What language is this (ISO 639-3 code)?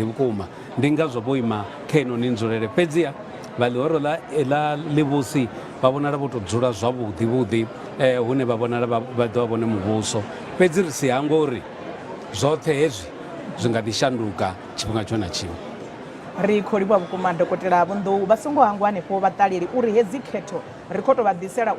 ven